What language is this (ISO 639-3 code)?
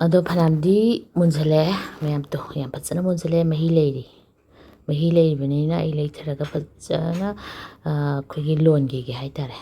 mni